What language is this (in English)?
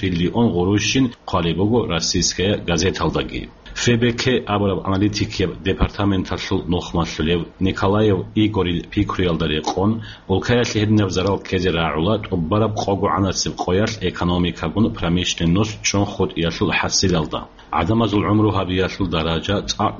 Avaric